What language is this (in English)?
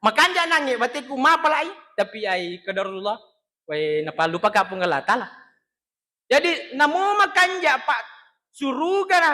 Buginese